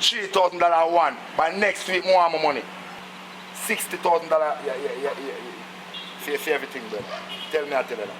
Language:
Jamaican Creole English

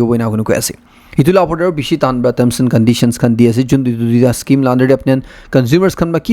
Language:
Naga Pidgin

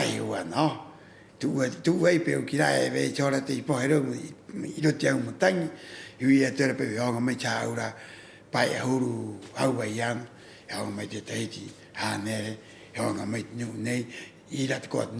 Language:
Rapanui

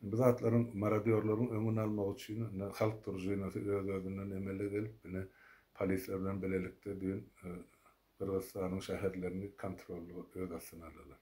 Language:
Turkmen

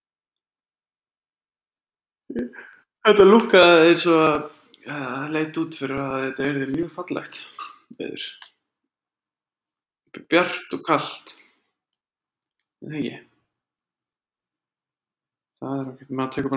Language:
Icelandic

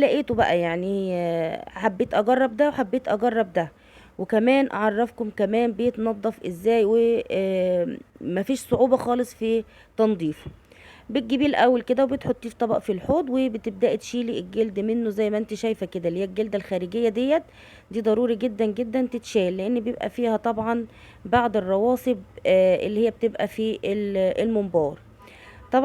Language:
Egyptian Arabic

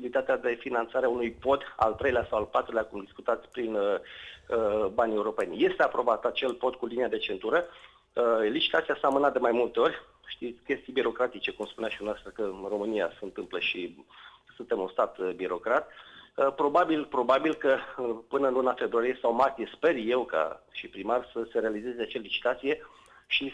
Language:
Romanian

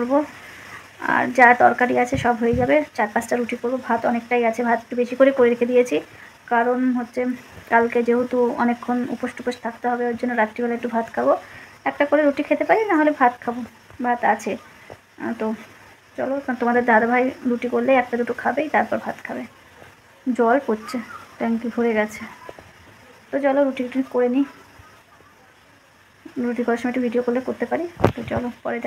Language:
Bangla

